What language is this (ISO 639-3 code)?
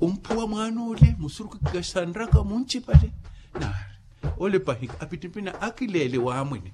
vmw